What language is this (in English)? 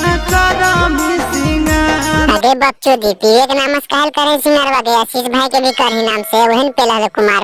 Magahi